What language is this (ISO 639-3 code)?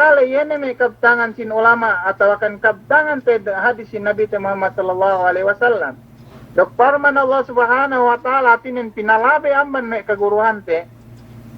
yka